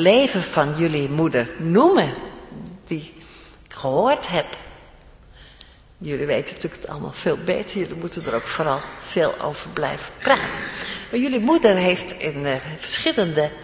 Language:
Dutch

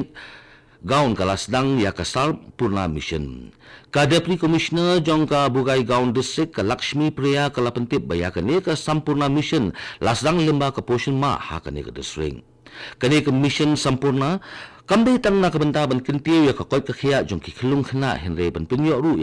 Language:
Khasi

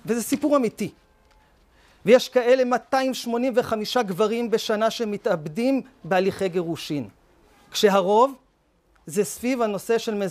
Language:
Hebrew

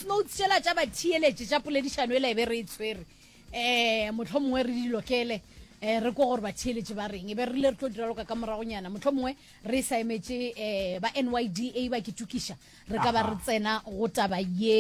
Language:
Northern Sotho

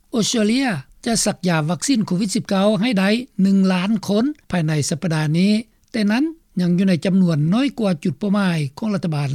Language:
Lao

